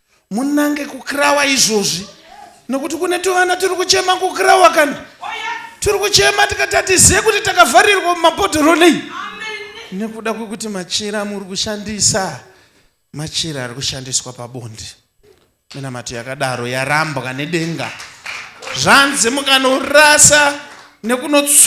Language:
Shona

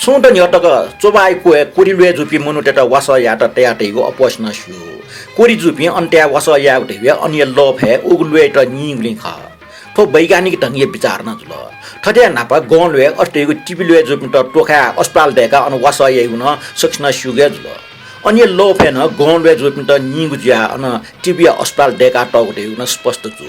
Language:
Newari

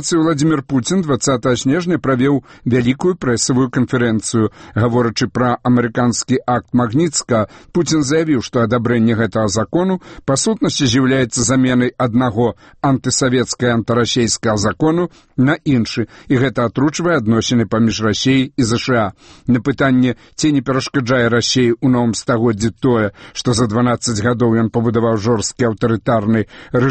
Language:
Belarusian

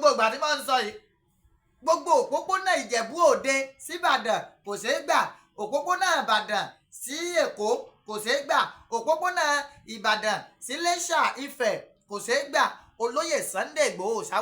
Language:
Yoruba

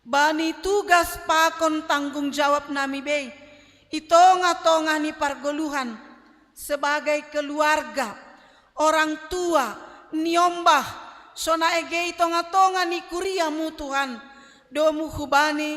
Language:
Batak Simalungun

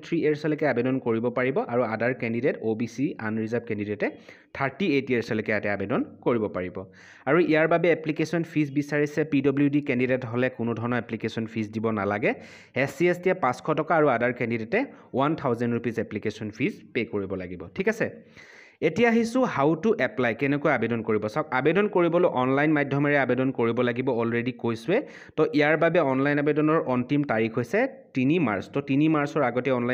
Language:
Assamese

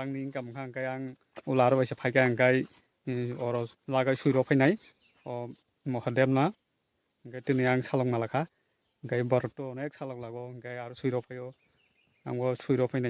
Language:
Kok Borok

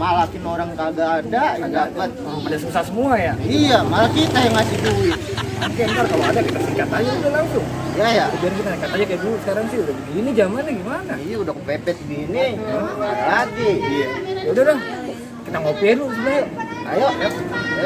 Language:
Betawi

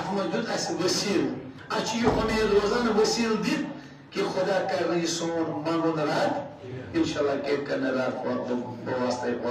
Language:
Kashmiri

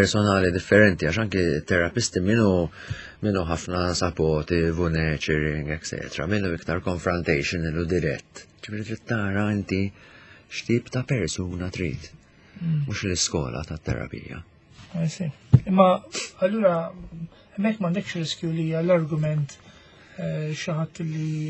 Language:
Maltese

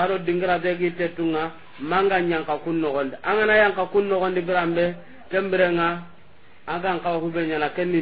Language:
Soninke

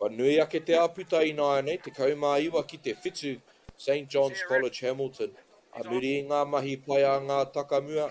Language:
Māori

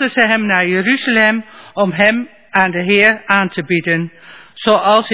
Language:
Dutch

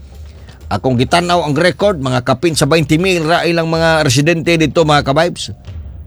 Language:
Cebuano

